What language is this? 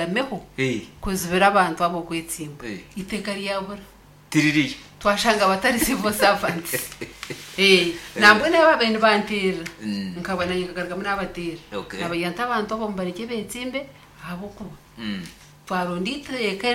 Nyankole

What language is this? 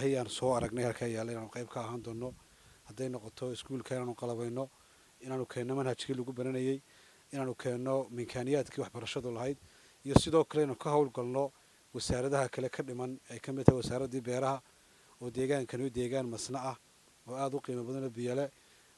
Somali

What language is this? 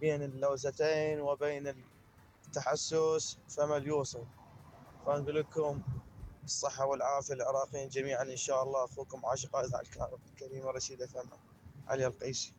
Mesopotamian Arabic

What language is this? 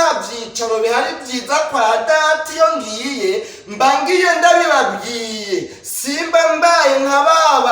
Rundi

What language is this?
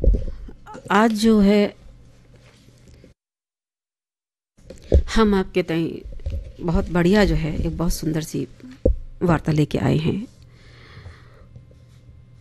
Hindi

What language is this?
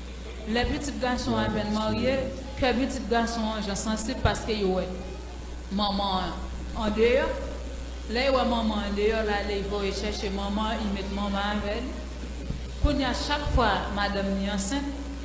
Haitian Creole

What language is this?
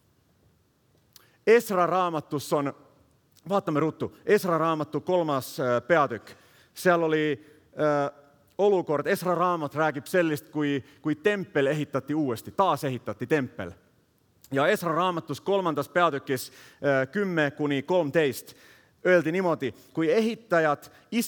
Estonian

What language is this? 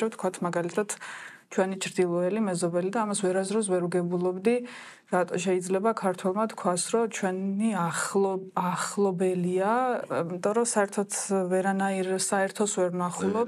Georgian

